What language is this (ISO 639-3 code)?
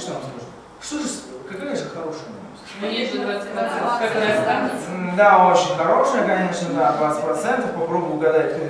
rus